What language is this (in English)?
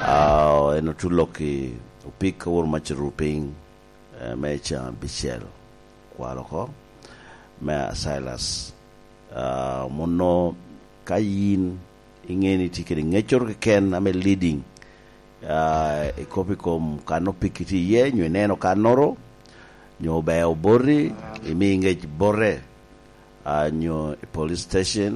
Lango (Uganda)